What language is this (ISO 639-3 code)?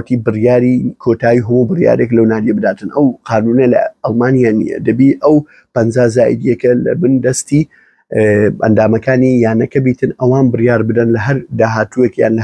ckb